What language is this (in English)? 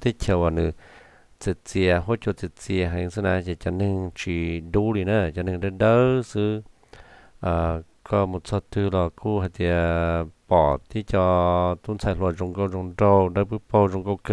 Hmong